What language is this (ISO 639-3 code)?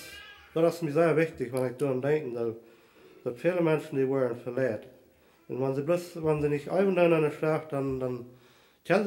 pdt